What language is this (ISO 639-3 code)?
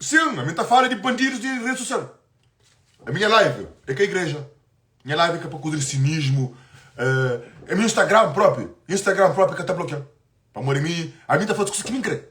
kea